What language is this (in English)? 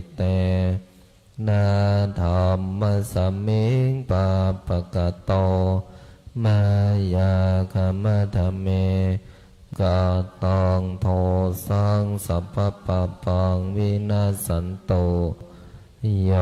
Pali